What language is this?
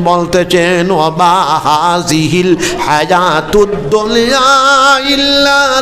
Sylheti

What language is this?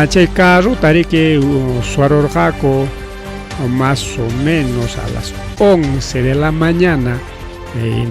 Ayacucho Quechua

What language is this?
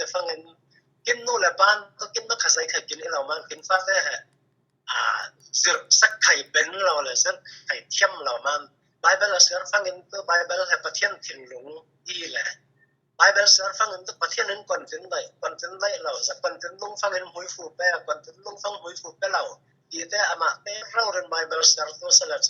Falam Chin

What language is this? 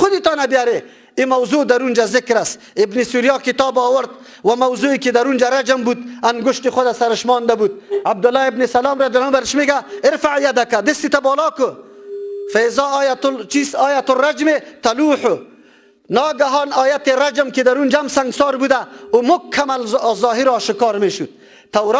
Persian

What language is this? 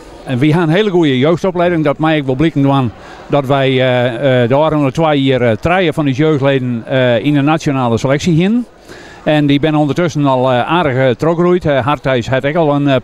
Western Frisian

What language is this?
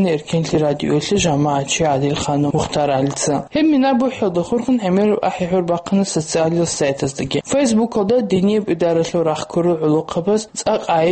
Avaric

